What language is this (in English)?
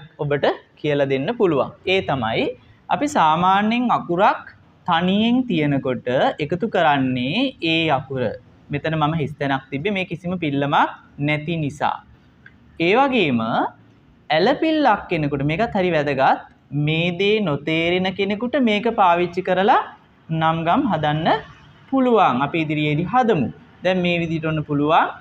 Sinhala